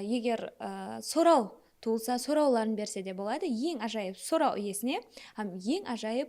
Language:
Kara-Kalpak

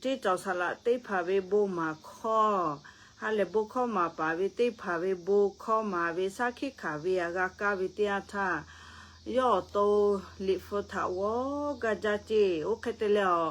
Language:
Lahu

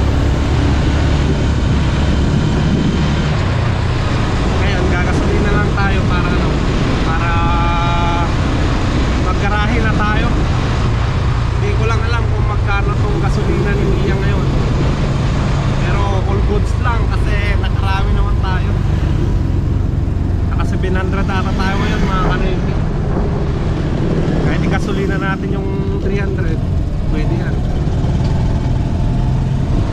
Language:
Filipino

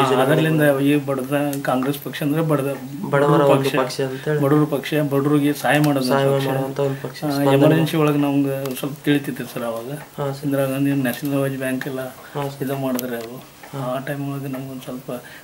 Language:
Kannada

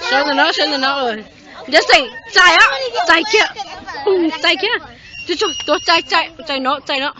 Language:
Hmong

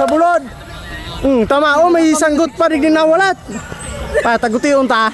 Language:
Bikol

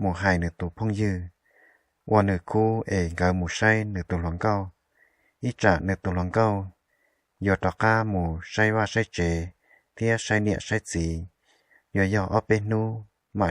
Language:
Hmong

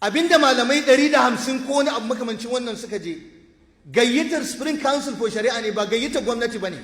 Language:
Hausa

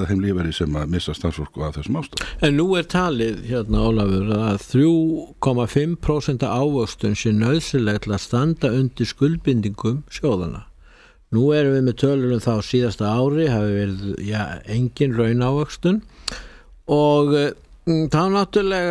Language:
Icelandic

